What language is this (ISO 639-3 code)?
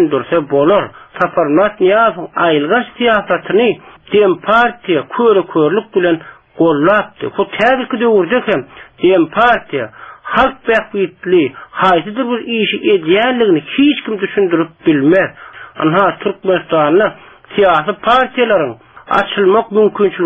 tuk